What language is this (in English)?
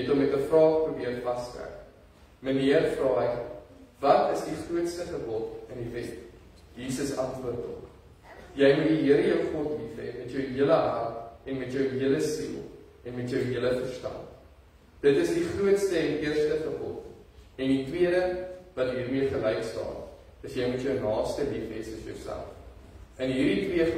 Afrikaans